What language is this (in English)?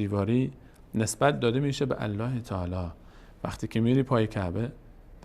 Persian